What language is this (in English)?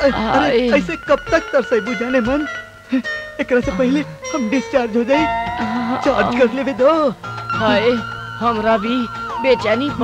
Bhojpuri